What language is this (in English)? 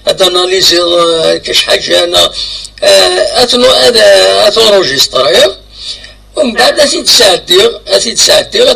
Kabyle